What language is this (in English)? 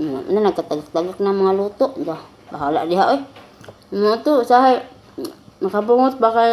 Cebuano